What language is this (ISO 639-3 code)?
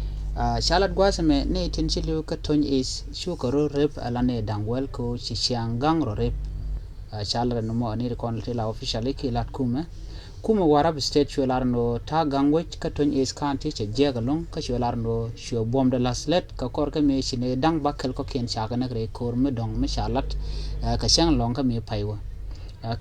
nus